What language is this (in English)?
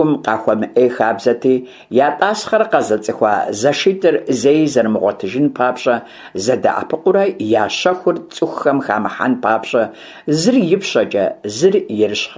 Kabardian